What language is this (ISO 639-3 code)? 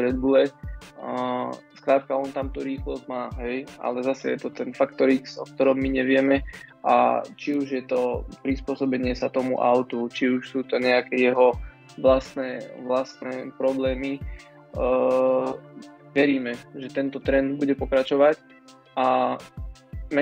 slk